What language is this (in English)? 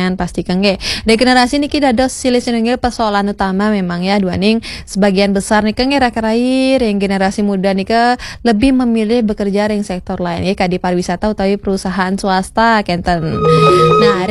Balinese